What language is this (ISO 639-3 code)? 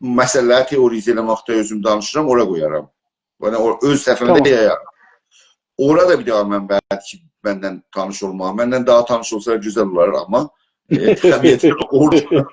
azb